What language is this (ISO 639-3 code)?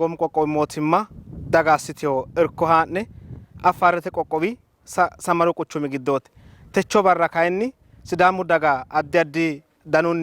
sid